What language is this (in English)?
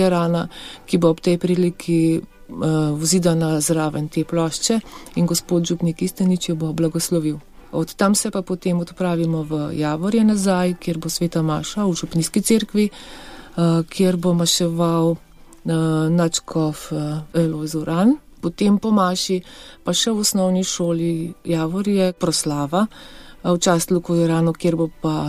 Slovenian